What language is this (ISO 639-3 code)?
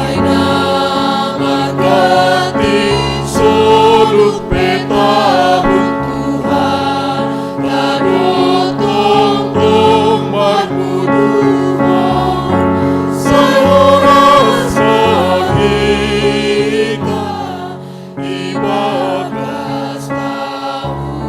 bts